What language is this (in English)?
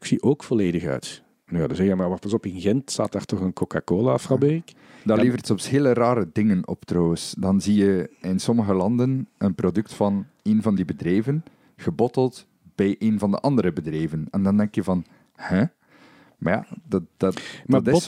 Dutch